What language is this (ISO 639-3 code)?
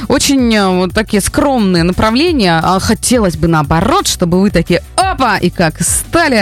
rus